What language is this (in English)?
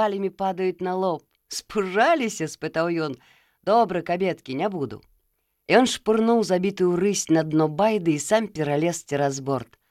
Belarusian